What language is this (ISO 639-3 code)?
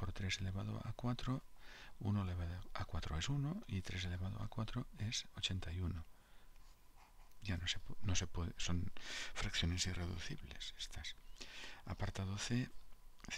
spa